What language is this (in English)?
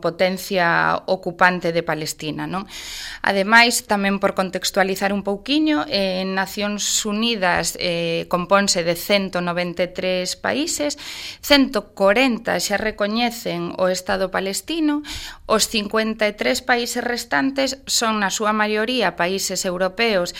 Galician